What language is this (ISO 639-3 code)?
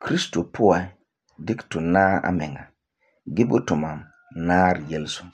gur